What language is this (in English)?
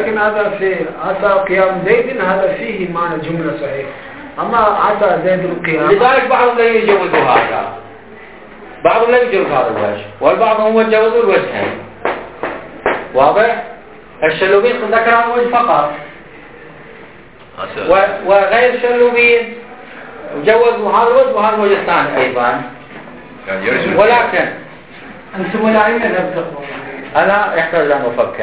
Arabic